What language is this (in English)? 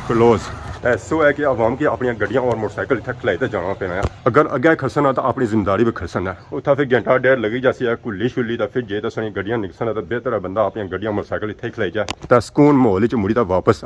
Pahari-Potwari